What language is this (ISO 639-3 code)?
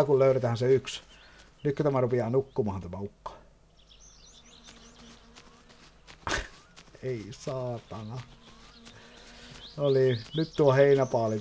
fin